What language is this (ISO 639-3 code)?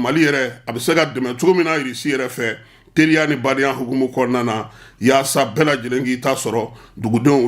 bam